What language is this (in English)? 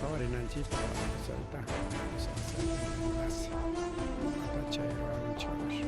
Ayacucho Quechua